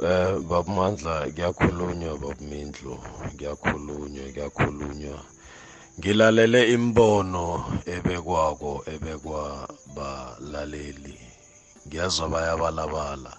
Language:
South Ndebele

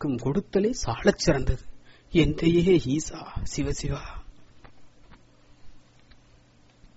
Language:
Tamil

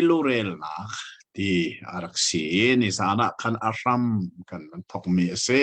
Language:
Hakha Chin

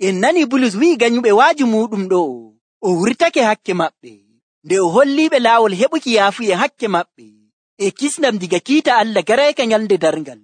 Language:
Nigerian Fulfulde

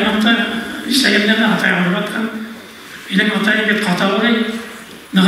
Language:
Bashkir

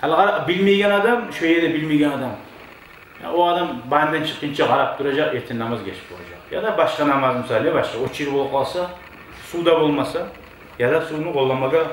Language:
Kumyk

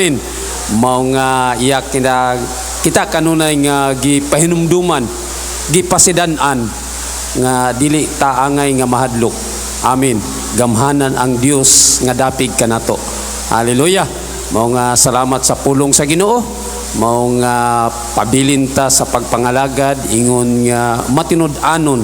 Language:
Cebuano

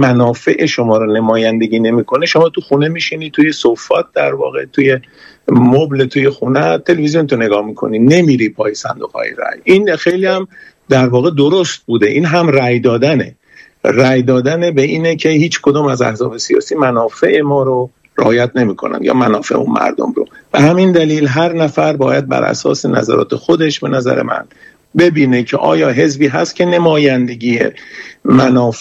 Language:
Persian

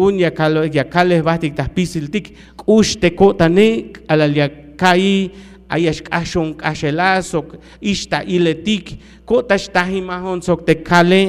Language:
Tzeltal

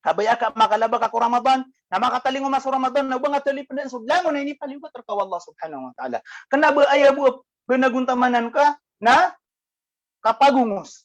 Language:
Maranao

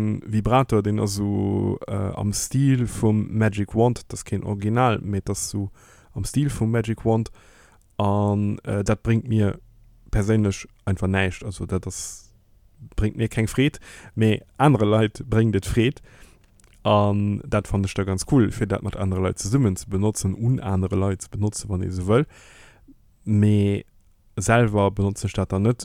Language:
Luxembourgish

